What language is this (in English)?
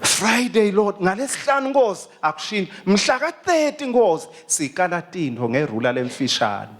Swati